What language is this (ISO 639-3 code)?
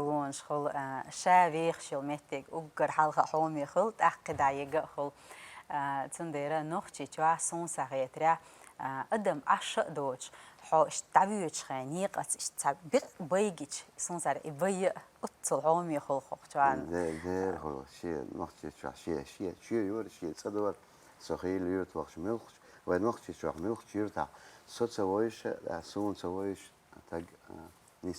che